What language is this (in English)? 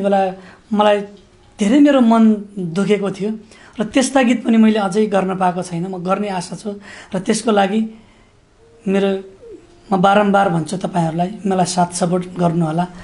Nepali